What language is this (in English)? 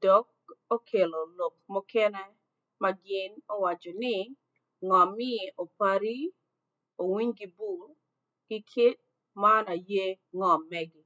Acoli